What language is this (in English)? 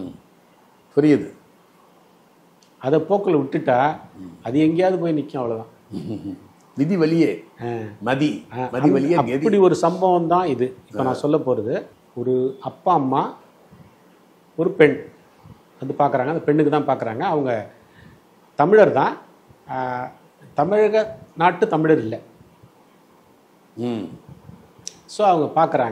Tamil